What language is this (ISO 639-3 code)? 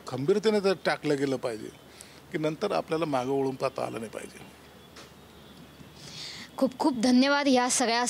mar